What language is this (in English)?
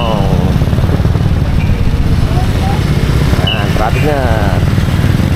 Filipino